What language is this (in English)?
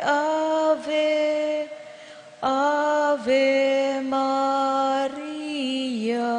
Pampanga